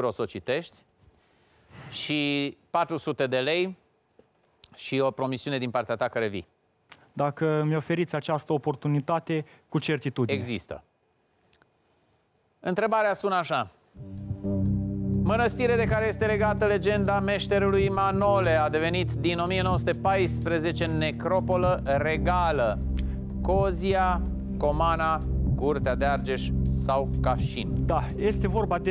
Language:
Romanian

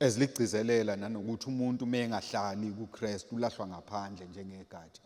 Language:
Zulu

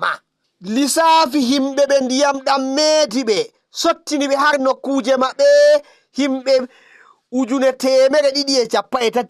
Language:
Fula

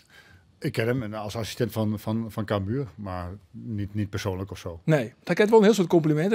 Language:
Western Frisian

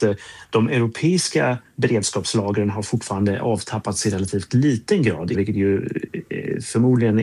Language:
Swedish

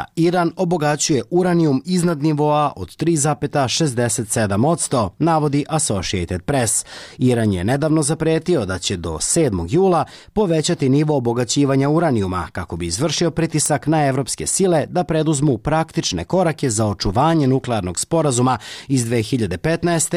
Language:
Serbian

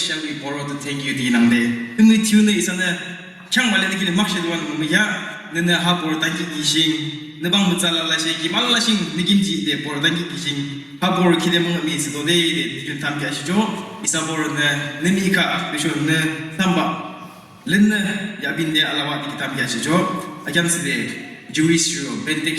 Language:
Yimchungru Naga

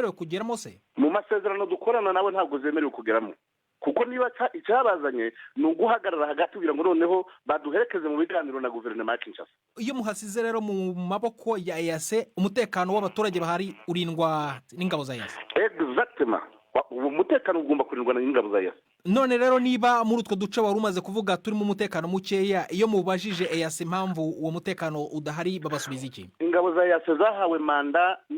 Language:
Kinyarwanda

